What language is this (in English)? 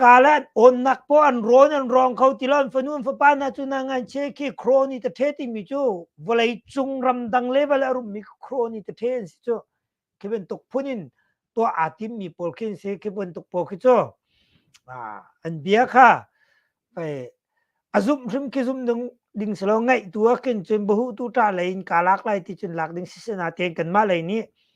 Hakha Chin